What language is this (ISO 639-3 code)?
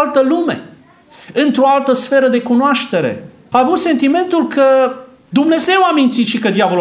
ron